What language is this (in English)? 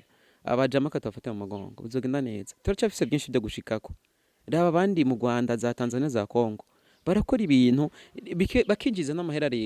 Rundi